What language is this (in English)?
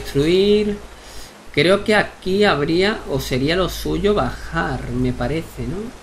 Spanish